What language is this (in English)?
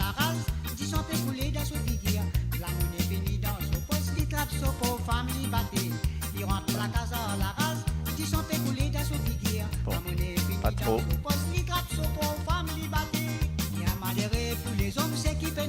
Morisyen